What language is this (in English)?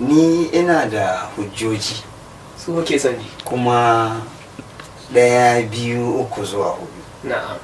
Hausa